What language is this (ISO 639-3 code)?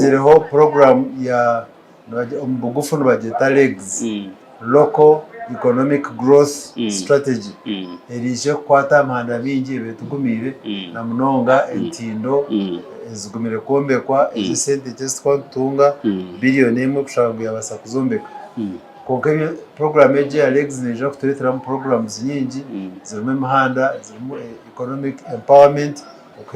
nyn